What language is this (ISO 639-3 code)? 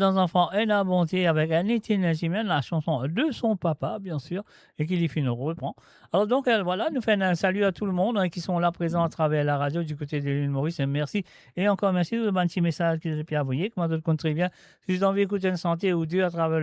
mfe